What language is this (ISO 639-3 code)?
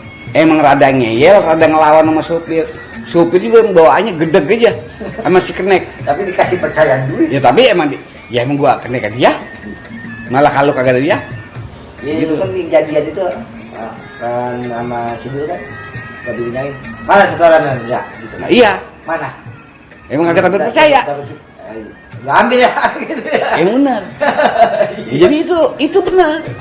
bew